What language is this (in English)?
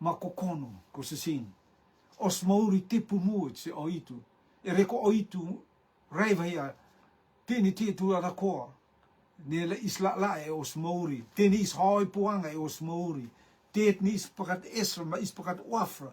Rotuman